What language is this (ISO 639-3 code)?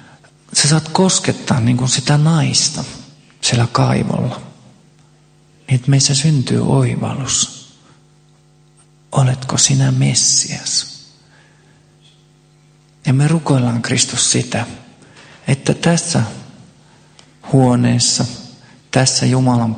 fin